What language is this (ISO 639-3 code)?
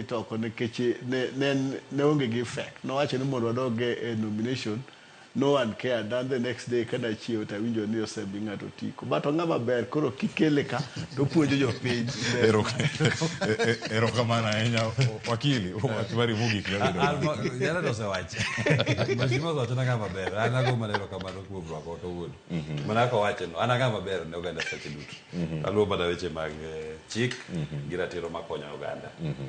luo